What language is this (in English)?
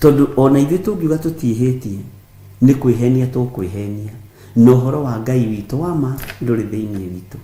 Kikuyu